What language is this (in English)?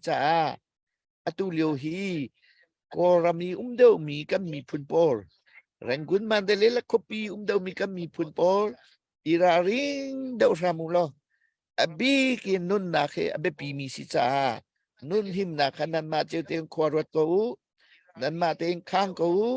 Hakha Chin